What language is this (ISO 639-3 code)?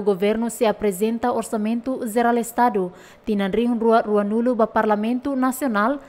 tet